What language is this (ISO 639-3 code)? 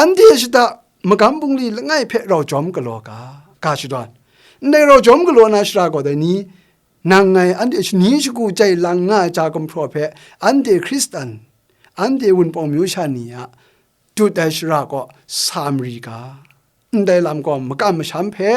kac